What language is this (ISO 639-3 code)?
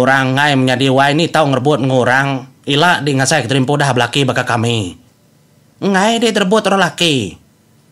iba